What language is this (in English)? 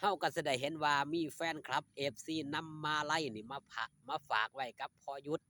Northeastern Thai